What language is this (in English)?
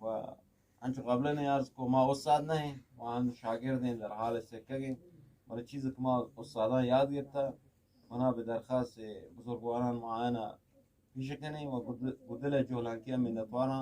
Eastern Balochi